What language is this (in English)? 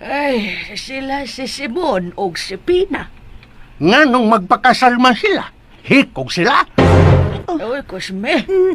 Cebuano